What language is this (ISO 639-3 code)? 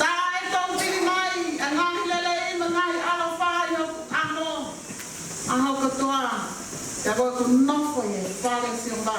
ton